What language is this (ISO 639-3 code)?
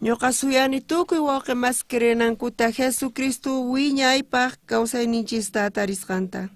quh